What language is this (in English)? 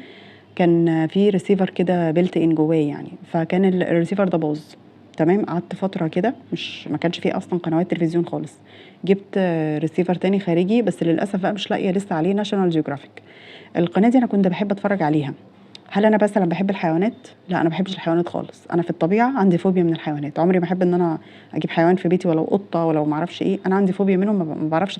Egyptian Arabic